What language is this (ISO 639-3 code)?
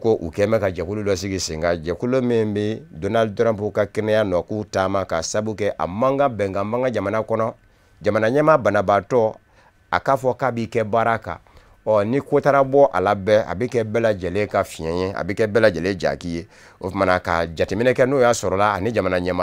bam